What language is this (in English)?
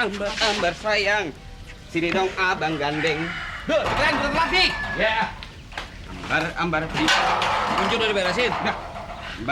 Betawi